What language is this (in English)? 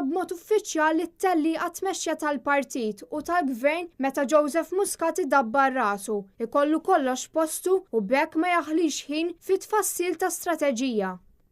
Maltese